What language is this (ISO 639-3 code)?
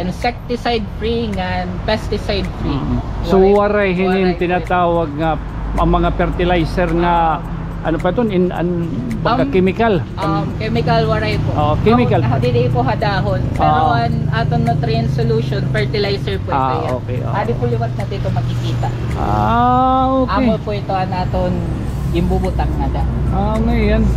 war